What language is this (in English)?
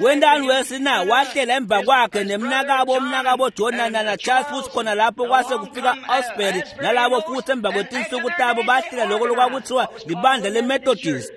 Swati